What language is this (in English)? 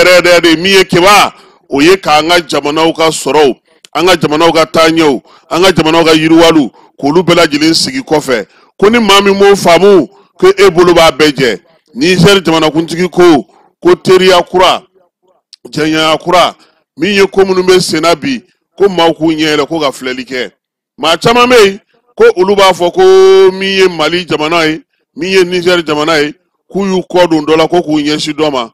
Bambara